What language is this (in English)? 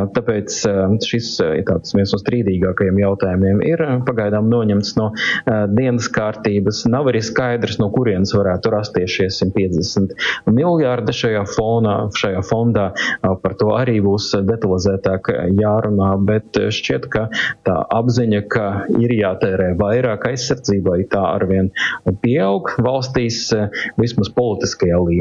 Latvian